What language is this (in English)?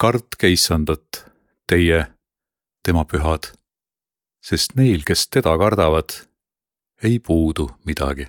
Estonian